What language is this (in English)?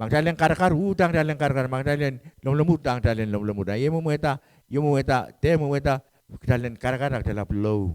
Pohnpeian